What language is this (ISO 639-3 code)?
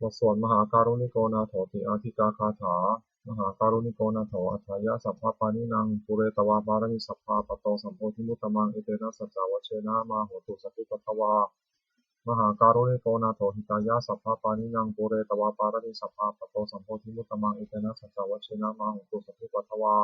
pli